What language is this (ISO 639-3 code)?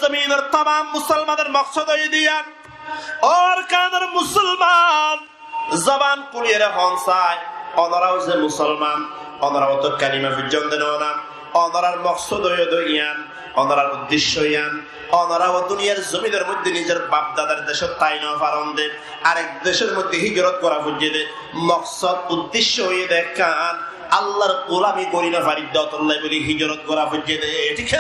rhg